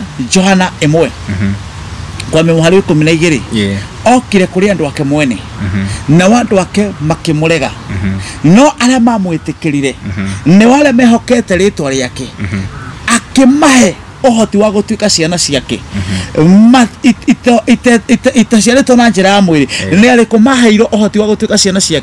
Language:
Kikuyu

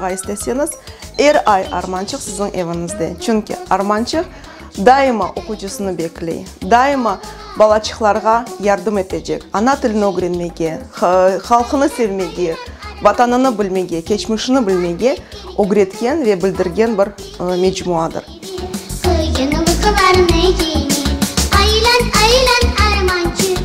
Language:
Crimean Tatar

